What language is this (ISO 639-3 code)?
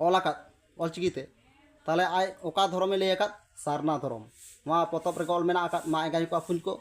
sat